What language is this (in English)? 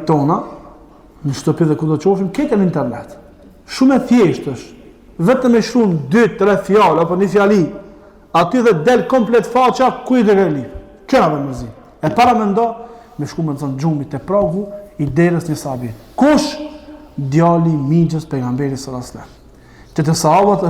Albanian